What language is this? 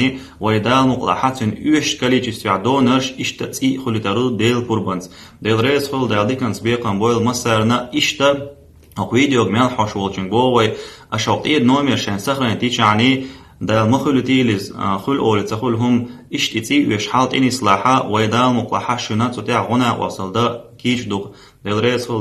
Chechen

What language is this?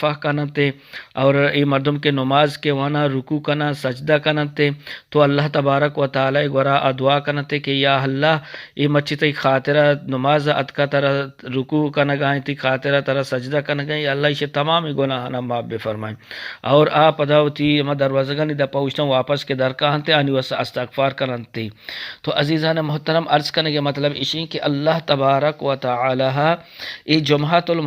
Eastern Balochi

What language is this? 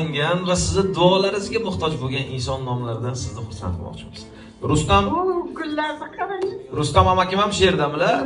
Uzbek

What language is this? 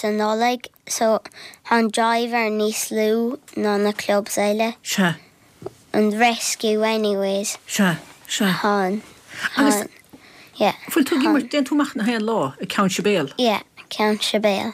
Irish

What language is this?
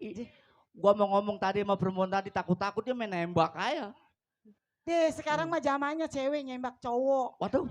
Betawi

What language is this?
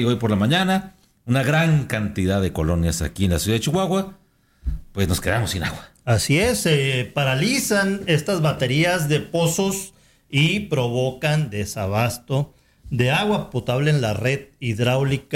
Spanish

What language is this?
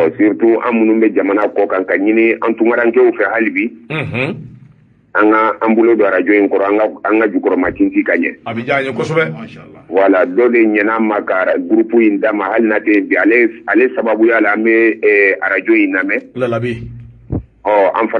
Bambara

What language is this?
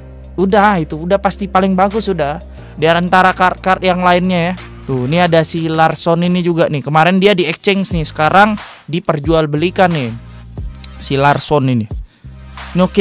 Indonesian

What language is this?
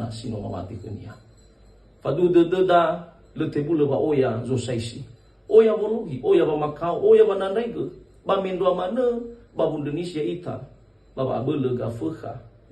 Nias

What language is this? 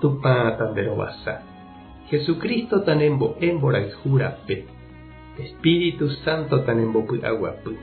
Guarani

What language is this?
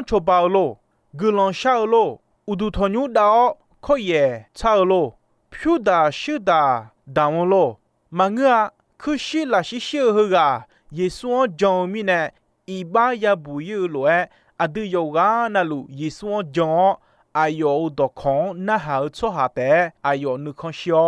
Akha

